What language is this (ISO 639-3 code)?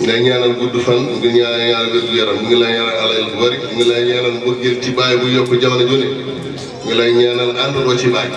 wol